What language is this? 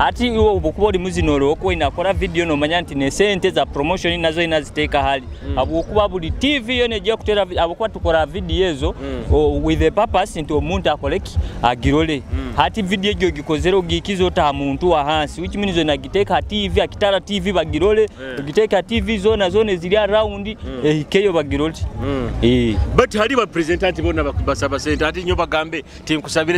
Nyoro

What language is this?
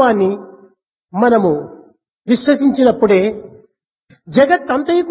Telugu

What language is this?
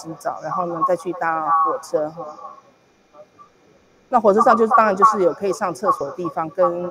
Chinese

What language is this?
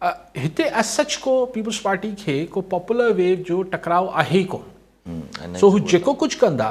Sindhi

